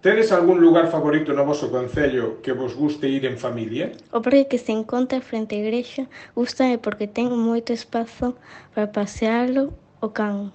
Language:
Galician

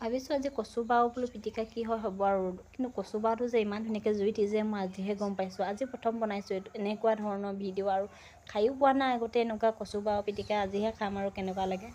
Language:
Assamese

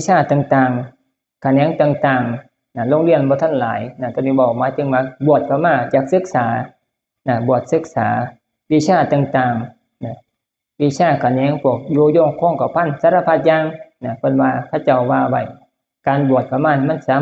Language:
Northeastern Thai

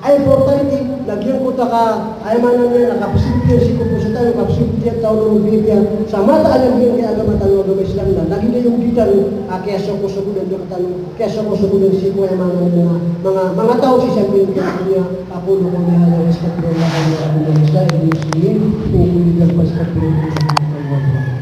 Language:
Maranao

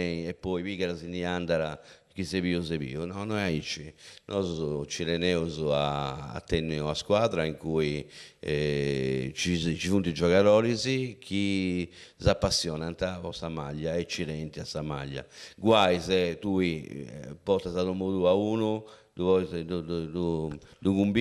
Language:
Sardinian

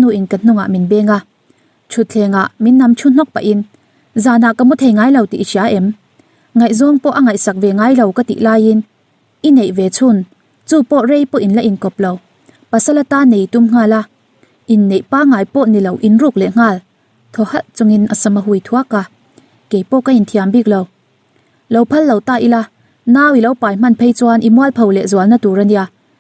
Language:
Mizo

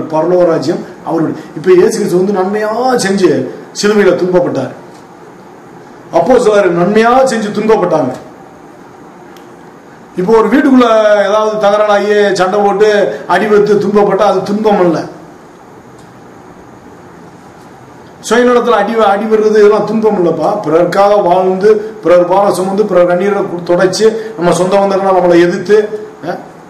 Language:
Tamil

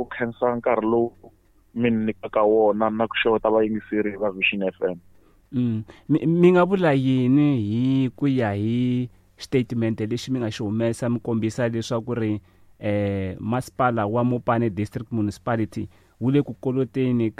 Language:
Tsonga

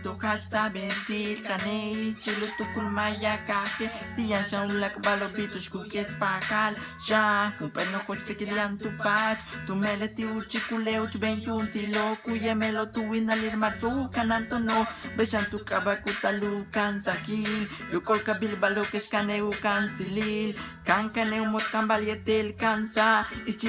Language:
Yucateco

